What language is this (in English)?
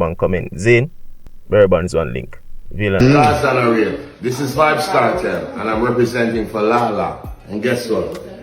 Jamaican Creole English